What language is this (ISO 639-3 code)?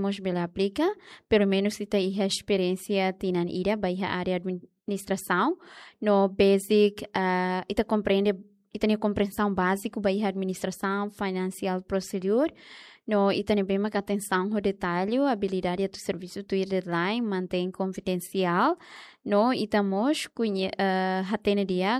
tet